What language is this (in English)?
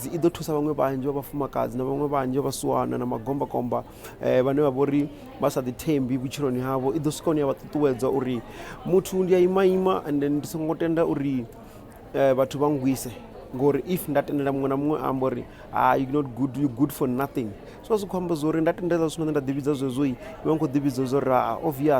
Venda